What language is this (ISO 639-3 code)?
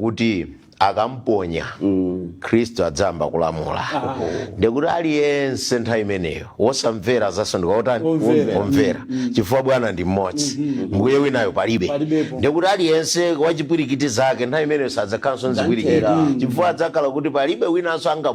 nya